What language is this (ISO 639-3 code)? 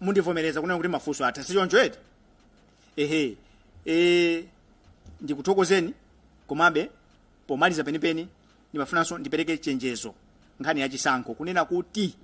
nya